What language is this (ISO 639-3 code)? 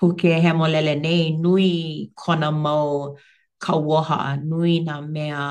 haw